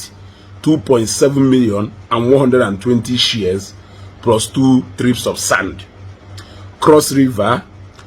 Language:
Igbo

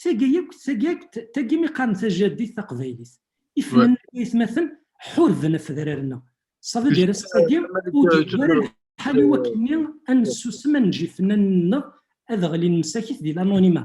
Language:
Kabyle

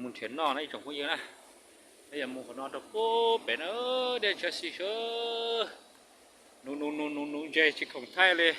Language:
Hmong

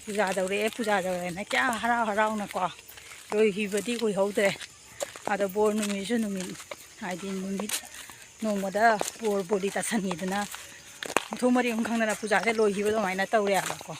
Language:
Manipuri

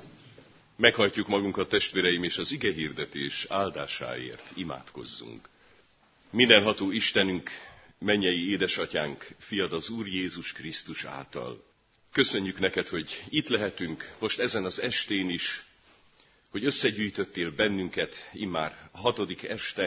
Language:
Hungarian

